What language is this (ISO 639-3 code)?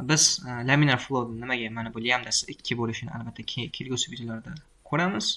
uzb